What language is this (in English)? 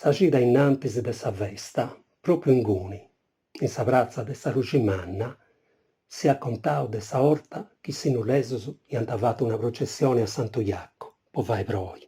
Sardinian